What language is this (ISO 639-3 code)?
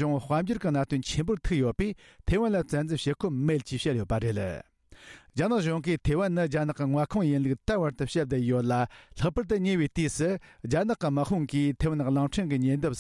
bod